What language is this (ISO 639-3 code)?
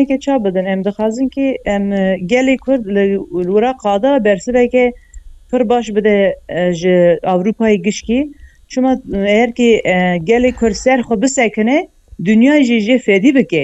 kur